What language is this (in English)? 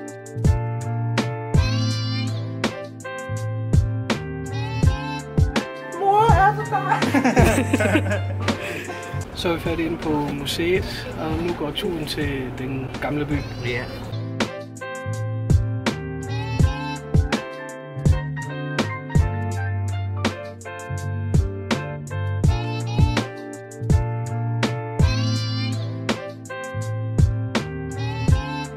Danish